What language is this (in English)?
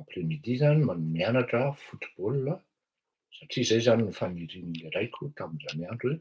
Malagasy